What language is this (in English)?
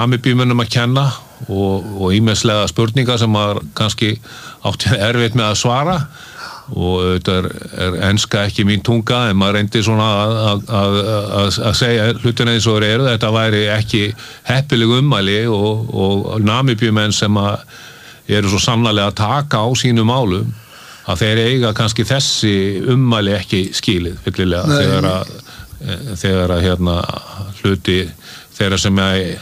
Icelandic